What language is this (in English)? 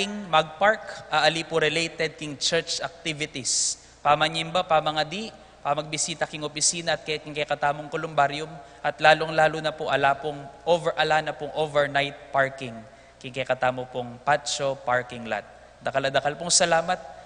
Pampanga